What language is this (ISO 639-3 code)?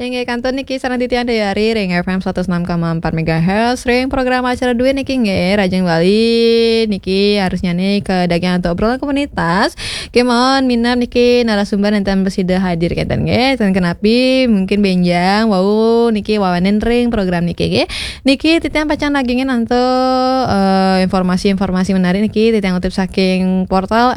ban